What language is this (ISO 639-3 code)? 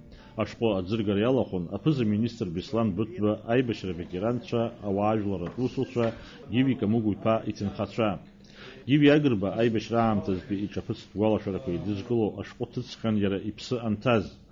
abk